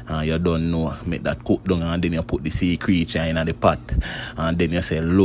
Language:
Jamaican Creole English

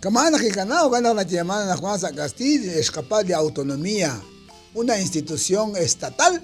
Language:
Kekchí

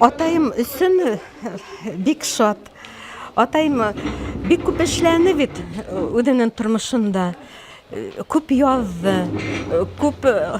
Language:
Bashkir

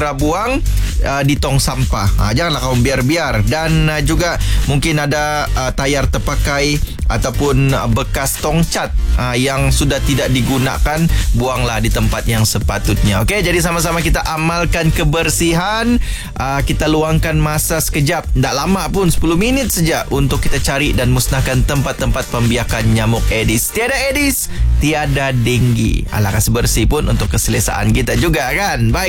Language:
Malay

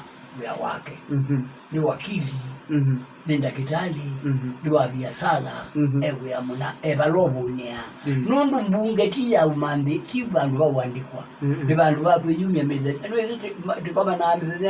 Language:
Kamba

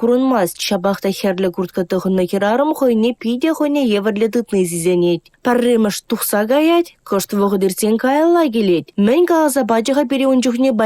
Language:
Chuvash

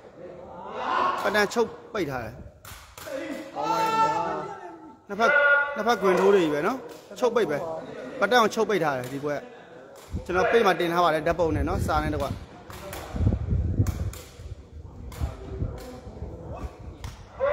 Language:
Burmese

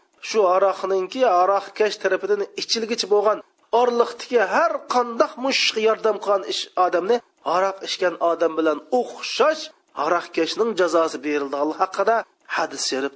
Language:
Uyghur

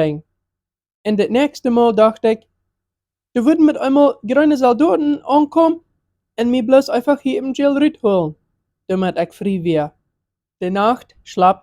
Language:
Plautdietsch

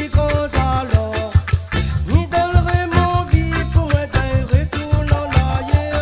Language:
Réunion Creole French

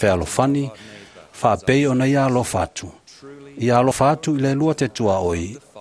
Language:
Samoan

